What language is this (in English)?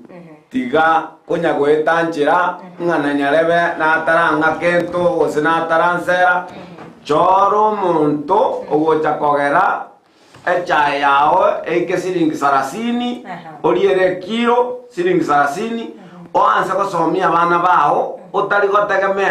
Gusii